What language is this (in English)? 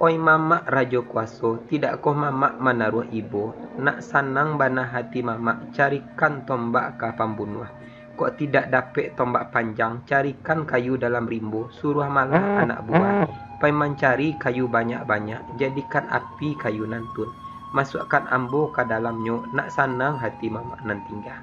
Minangkabau